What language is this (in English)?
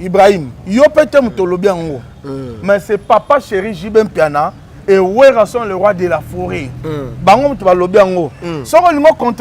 Lingala